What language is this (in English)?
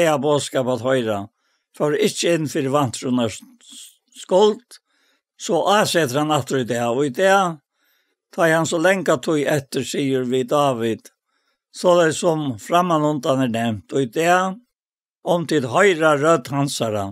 Faroese